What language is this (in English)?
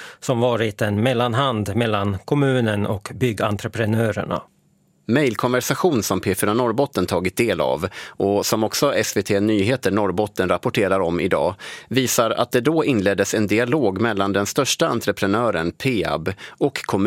Swedish